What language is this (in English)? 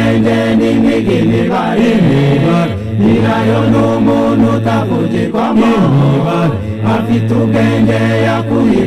Kinyarwanda